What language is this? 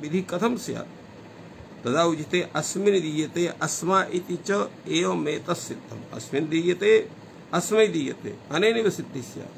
Sanskrit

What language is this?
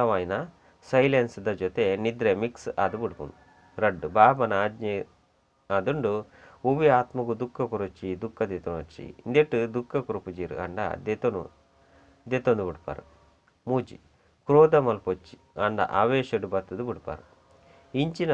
Tulu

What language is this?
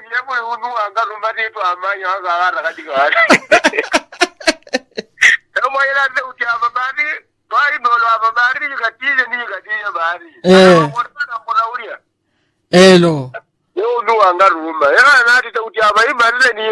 Swahili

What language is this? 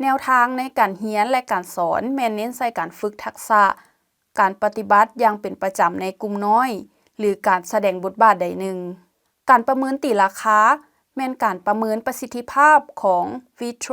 Lao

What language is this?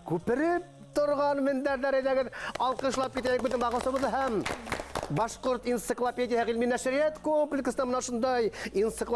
Bashkir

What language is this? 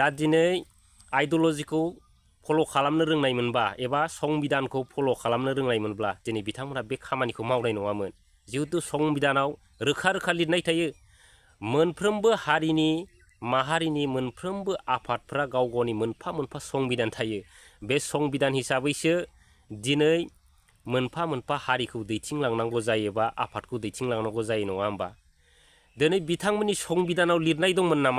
Bodo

